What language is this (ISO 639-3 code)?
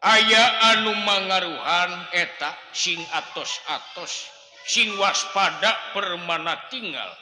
sun